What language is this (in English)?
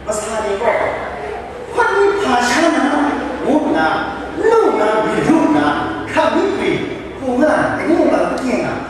Kachin